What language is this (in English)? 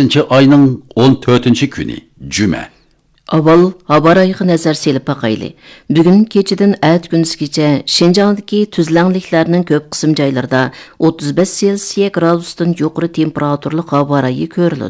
Uyghur